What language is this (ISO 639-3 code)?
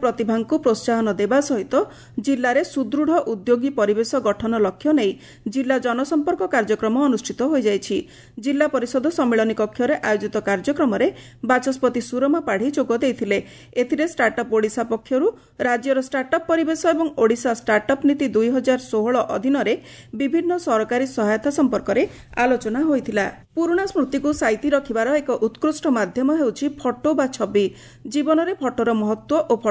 ori